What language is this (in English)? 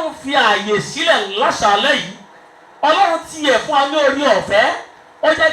Yoruba